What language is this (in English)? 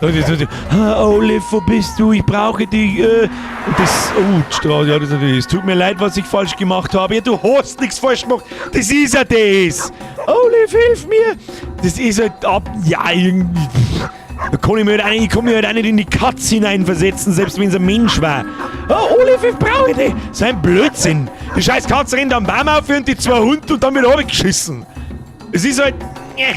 Bavarian